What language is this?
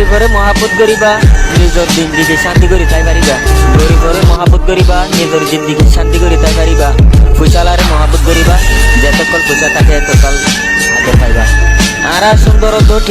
Rohingya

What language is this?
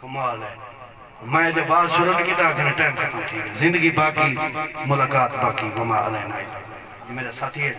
Saraiki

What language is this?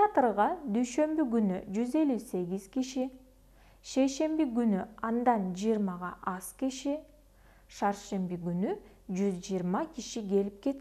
Kyrgyz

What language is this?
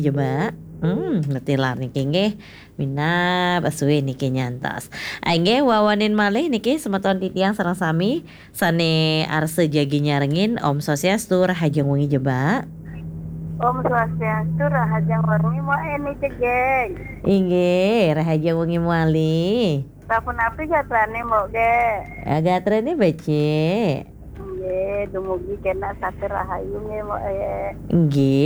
Balinese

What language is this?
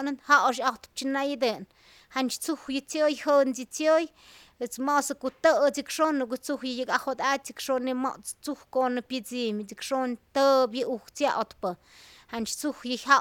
Slovenian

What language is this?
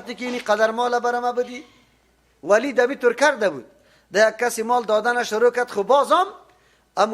Persian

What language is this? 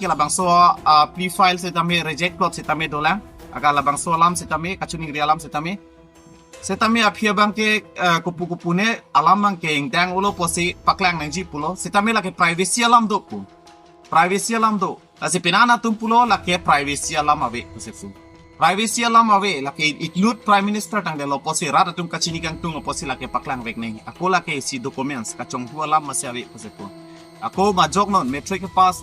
Karbi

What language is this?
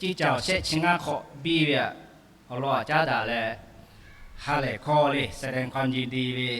Lahu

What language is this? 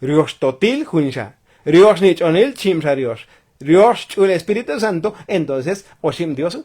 Tzotzil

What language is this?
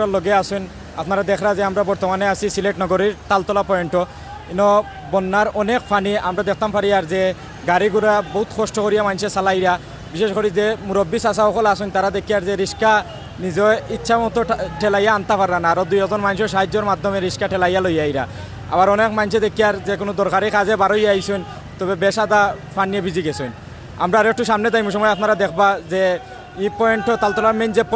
Sylheti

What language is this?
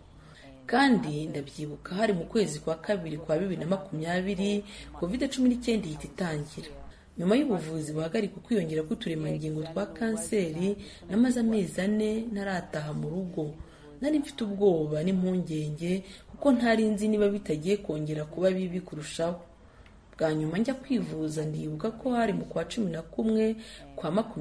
Kinyarwanda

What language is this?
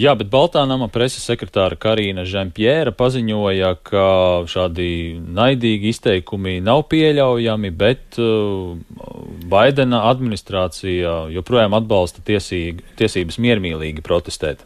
Latvian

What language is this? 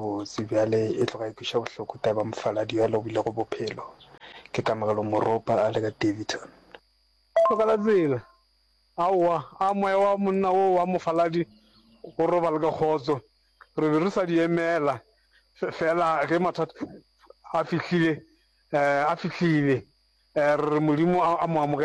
Northern Sotho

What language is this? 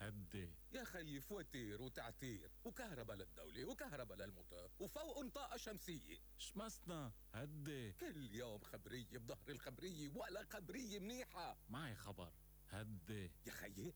North Levantine Arabic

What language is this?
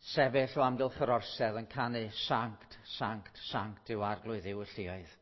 Welsh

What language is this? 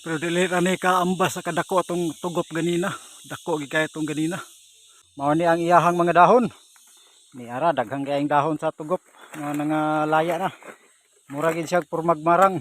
Cebuano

